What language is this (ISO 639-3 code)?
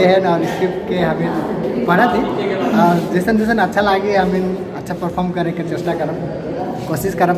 sck